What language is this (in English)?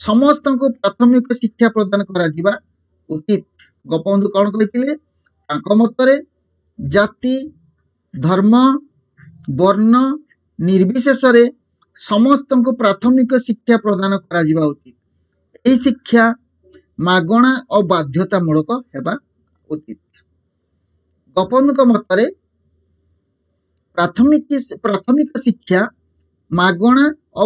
Odia